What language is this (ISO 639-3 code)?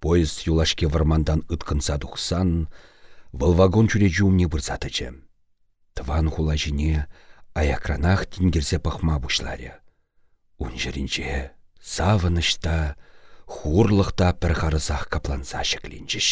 chv